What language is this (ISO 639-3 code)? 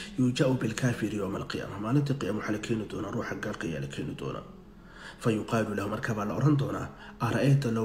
som